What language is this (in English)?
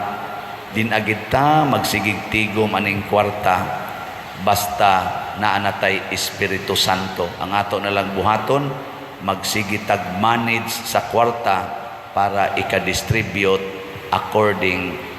Cebuano